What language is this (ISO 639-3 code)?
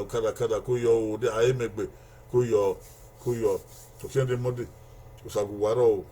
bin